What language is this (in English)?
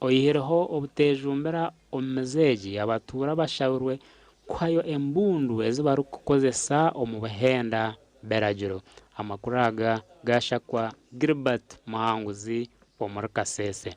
Nyankole